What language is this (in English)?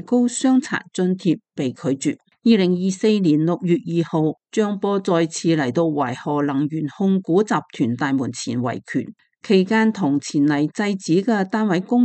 Cantonese